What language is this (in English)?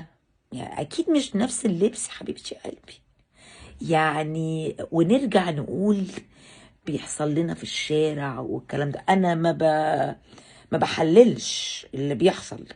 Egyptian Arabic